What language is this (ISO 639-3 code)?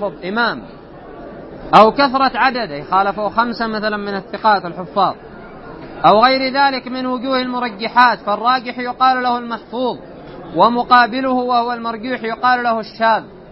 ara